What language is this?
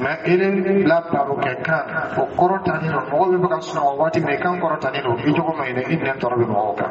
Dyula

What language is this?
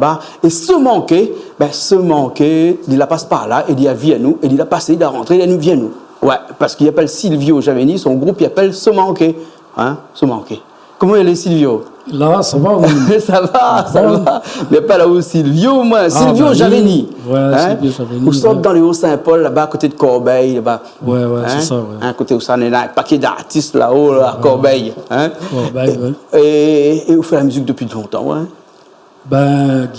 Réunion Creole French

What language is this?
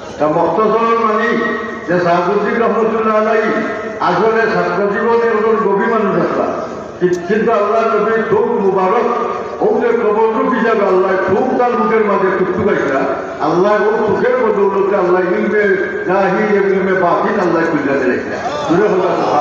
Sylheti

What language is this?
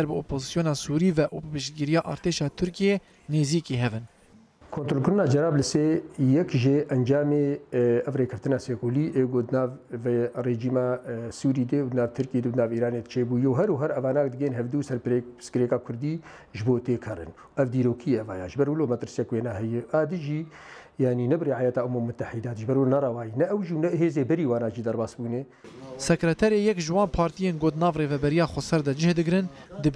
Kurdish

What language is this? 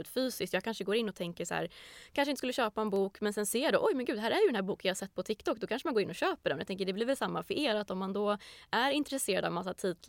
Swedish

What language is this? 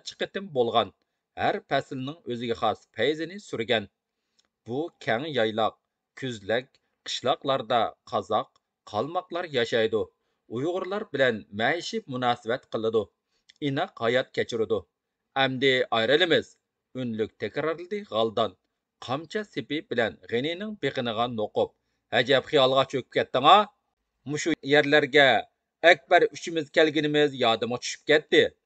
Uyghur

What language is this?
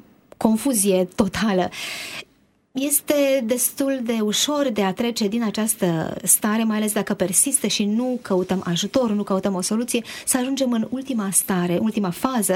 Romanian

